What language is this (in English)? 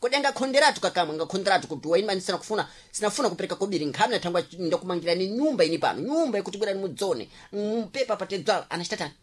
Sena